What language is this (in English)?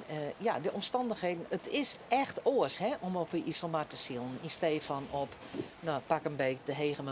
Western Frisian